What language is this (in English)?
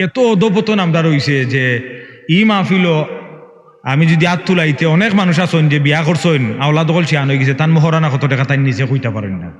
Sylheti